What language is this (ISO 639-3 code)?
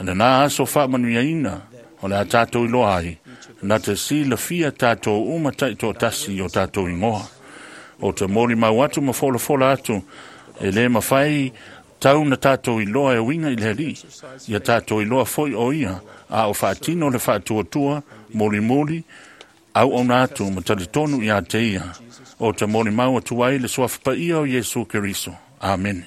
smo